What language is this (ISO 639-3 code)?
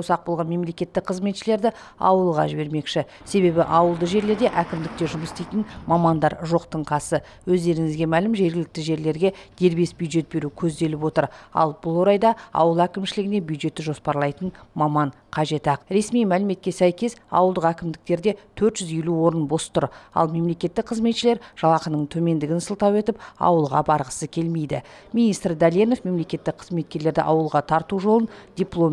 kaz